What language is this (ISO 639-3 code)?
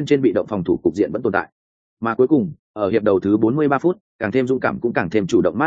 vie